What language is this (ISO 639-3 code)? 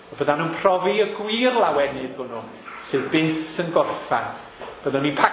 cym